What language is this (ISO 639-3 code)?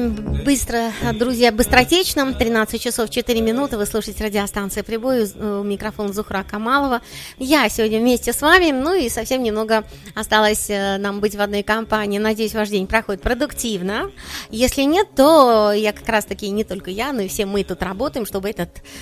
rus